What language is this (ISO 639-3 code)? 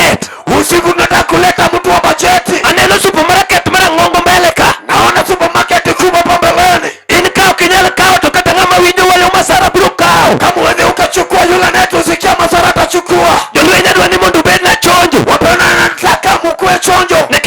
luo